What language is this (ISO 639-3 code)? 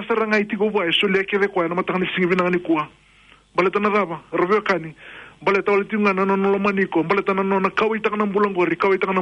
fij